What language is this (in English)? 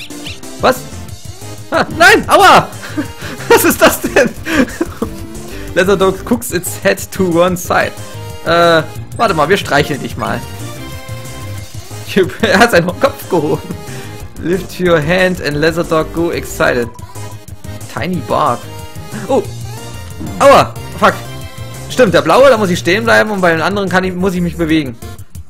German